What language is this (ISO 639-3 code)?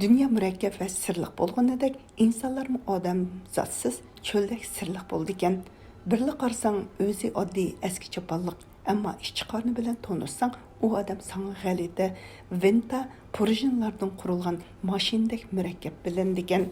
uig